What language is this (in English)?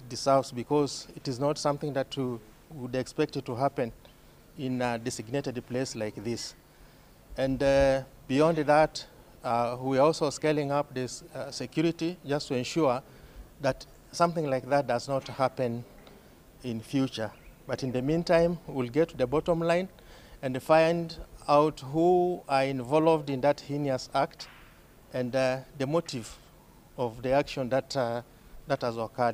Gusii